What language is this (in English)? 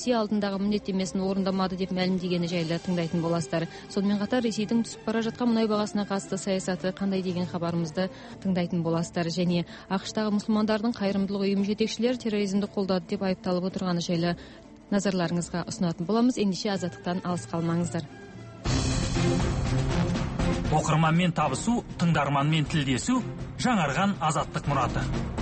Kazakh